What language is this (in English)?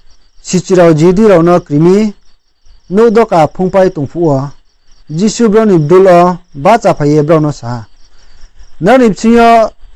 Riang (India)